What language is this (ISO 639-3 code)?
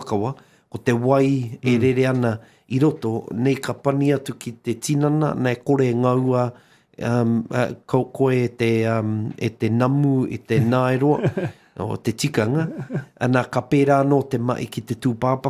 mri